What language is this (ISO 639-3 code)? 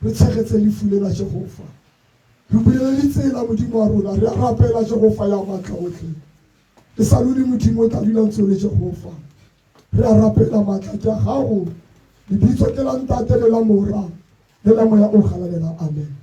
tsn